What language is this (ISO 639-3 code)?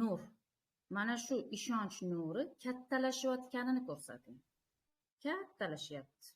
uzb